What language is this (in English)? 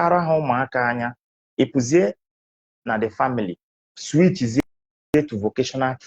Igbo